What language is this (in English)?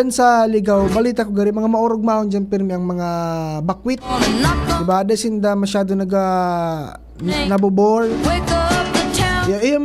Bikol